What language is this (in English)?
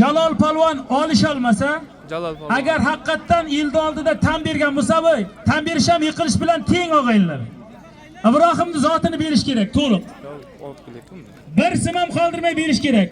Uzbek